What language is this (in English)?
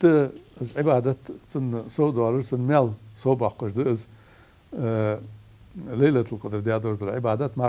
Ingush